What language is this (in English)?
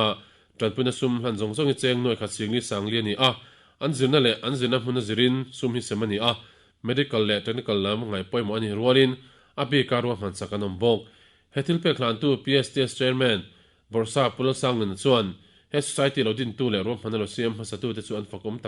Mizo